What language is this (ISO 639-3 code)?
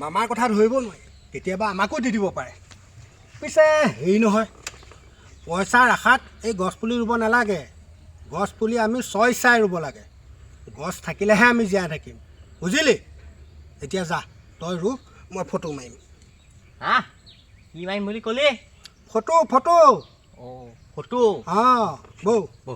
asm